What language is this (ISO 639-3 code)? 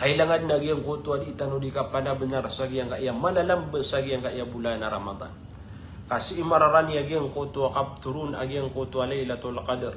mrw